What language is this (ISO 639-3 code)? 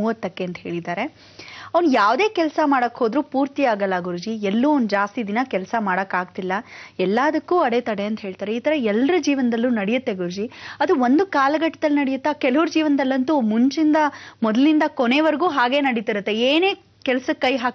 kan